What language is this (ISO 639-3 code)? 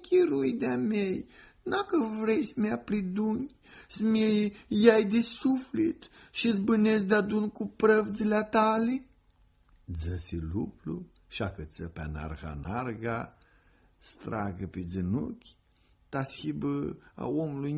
rup